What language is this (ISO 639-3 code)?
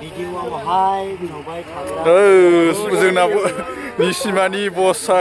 brx